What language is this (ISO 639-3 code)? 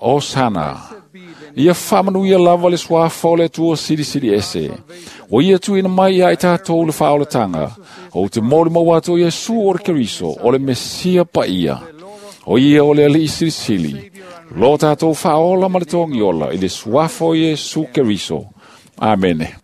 smo